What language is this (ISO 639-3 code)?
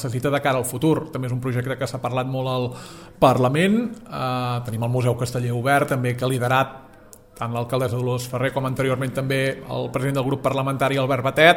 cat